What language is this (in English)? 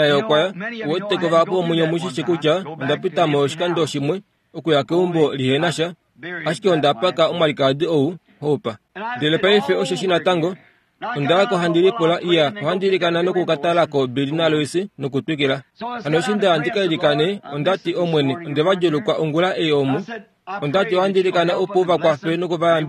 Kuanyama